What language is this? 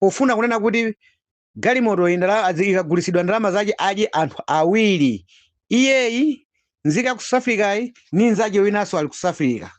Nyanja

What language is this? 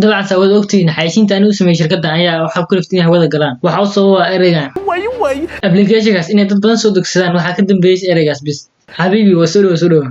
Somali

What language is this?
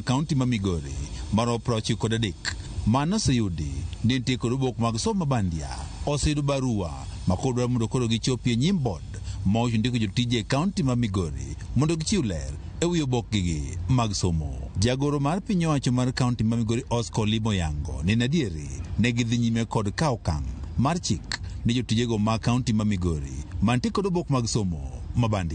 Luo (Kenya and Tanzania)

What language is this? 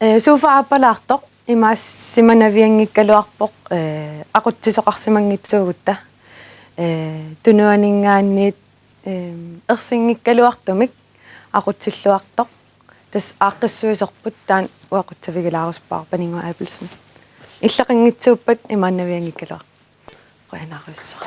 Kalaallisut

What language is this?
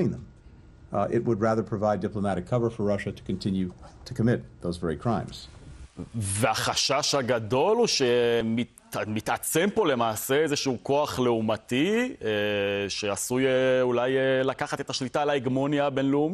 Hebrew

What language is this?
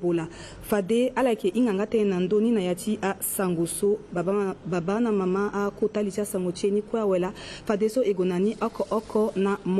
Sango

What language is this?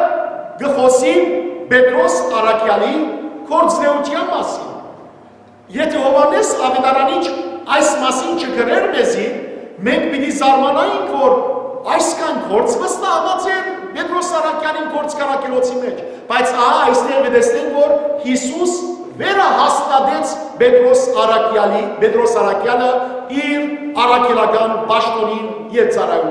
Western Armenian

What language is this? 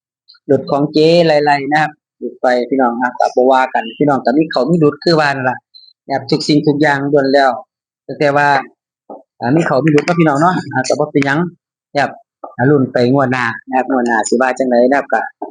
Northeastern Thai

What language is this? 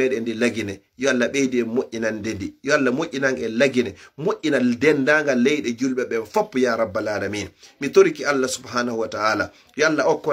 Fula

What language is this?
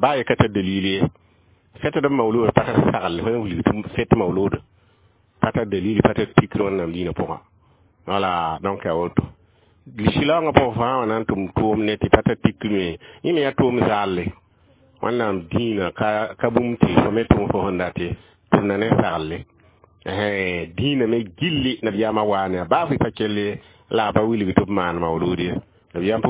Mossi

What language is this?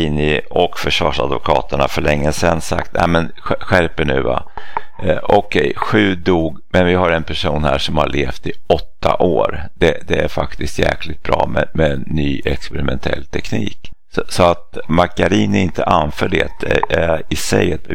Swedish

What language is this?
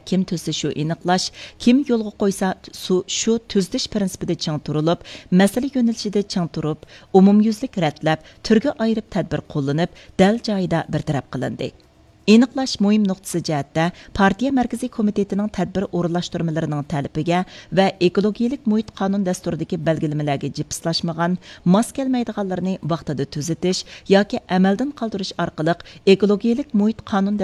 Uyghur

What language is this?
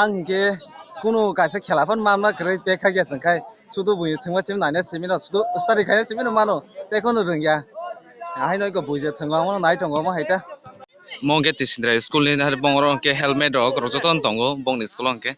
Kok Borok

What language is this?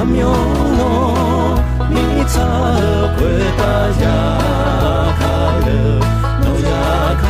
Akha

